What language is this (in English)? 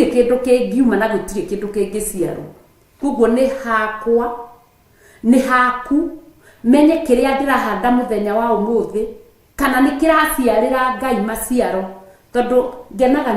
Kikuyu